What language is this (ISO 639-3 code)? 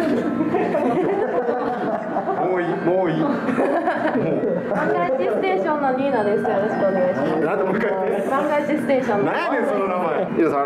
jpn